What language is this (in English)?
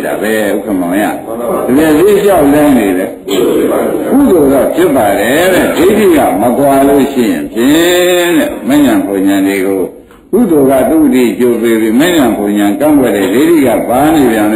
Burmese